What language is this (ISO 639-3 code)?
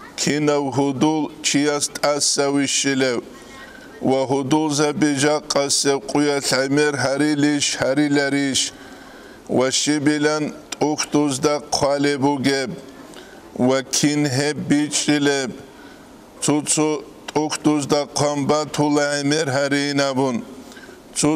ava